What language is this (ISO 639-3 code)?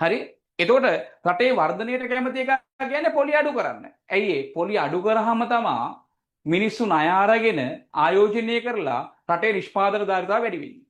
sin